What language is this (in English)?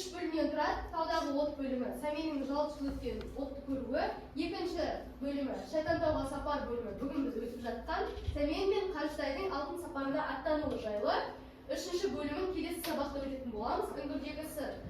Kazakh